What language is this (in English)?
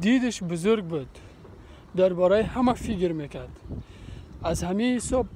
Persian